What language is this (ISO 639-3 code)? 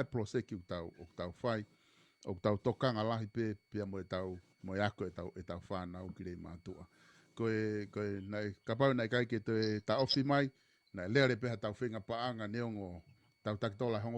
ton